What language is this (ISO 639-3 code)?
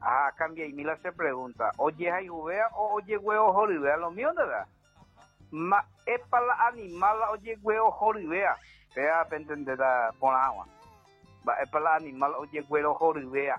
grn